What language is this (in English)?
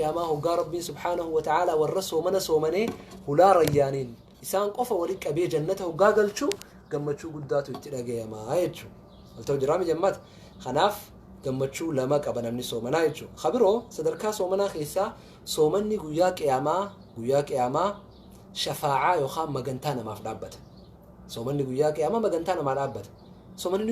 Oromo